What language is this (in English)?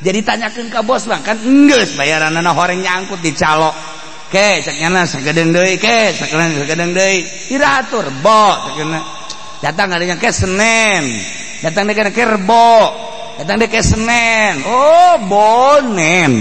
Sundanese